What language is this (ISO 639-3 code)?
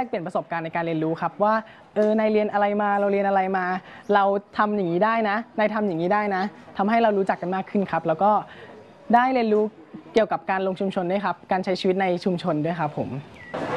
tha